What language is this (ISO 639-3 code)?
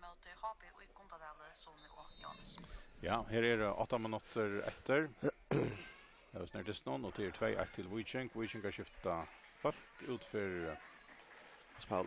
fao